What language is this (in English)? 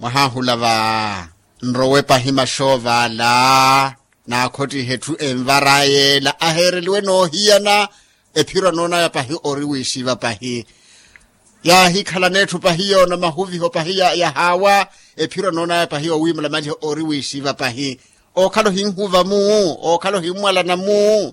Makhuwa